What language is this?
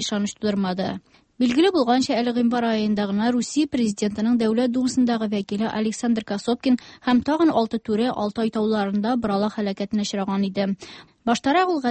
Tatar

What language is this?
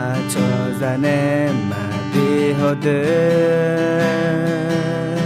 Akha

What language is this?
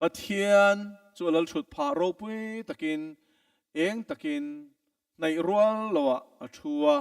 Mizo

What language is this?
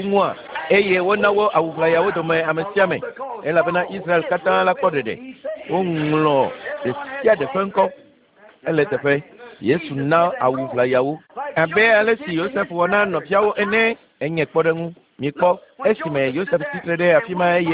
Ewe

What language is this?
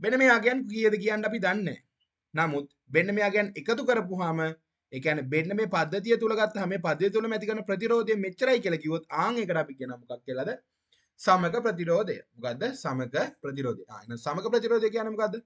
Sinhala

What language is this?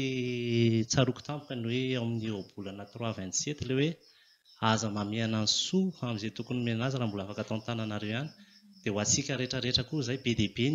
Malagasy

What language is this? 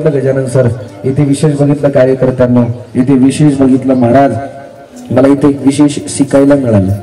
Marathi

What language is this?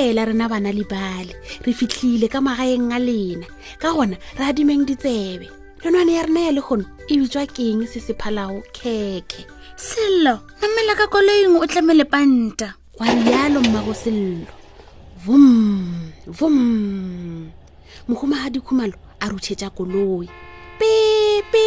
Northern Sotho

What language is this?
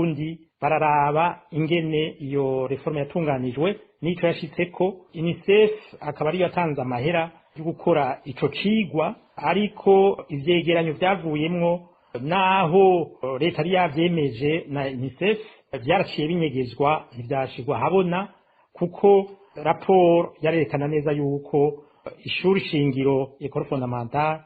Rundi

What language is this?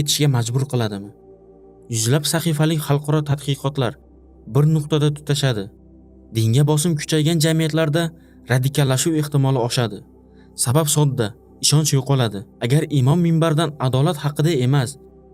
Uzbek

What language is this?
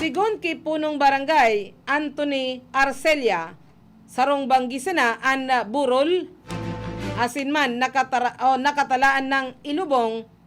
Bikol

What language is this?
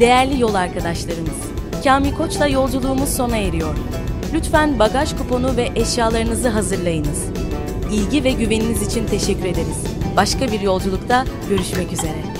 Turkish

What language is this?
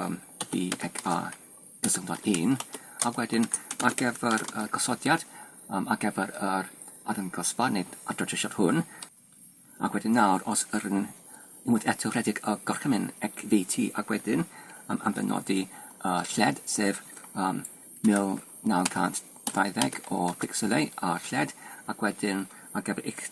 Welsh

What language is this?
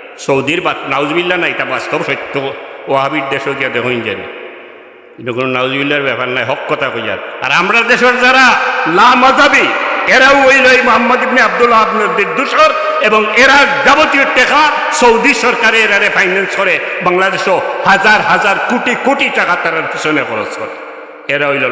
Sylheti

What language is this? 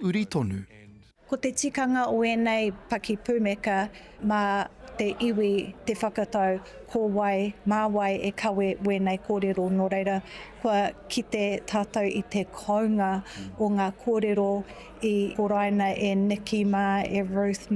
Māori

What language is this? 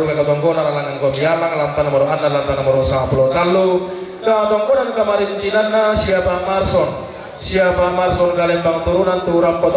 Toraja-Sa'dan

